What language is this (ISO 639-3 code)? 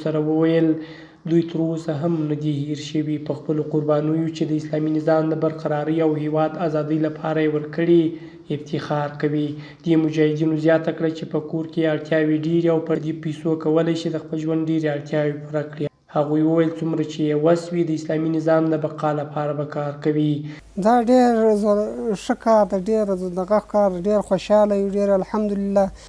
pus